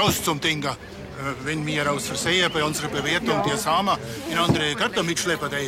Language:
Bavarian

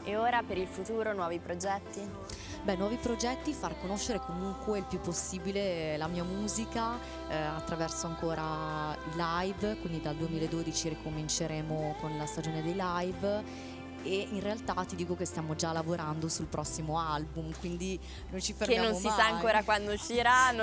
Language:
Italian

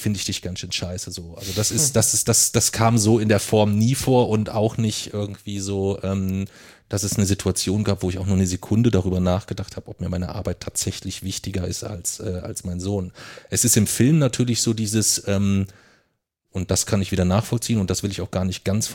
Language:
German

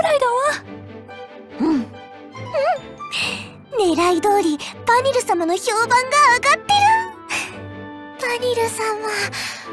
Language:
Japanese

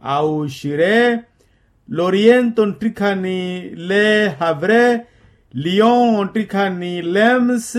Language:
Makhuwa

